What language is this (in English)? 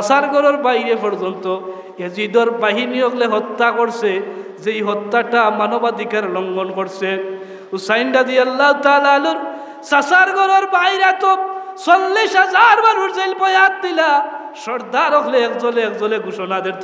Sylheti